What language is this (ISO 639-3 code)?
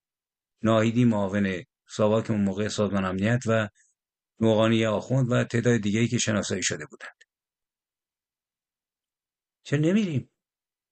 fas